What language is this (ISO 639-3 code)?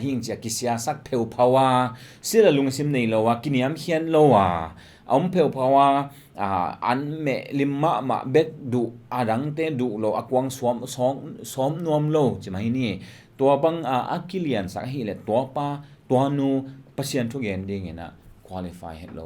ctd